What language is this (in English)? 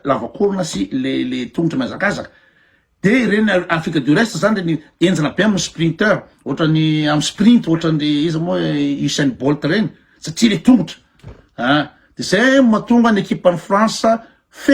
Malagasy